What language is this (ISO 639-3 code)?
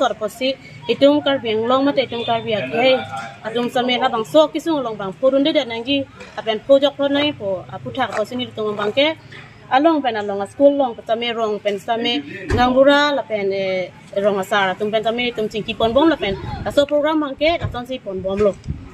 mjw